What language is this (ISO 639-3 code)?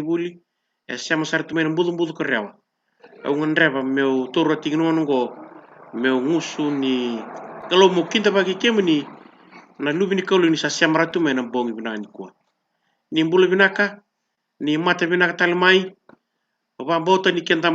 fij